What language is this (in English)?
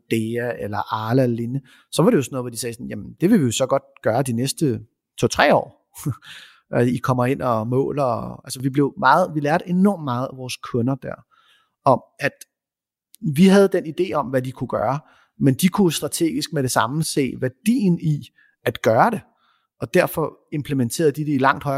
Danish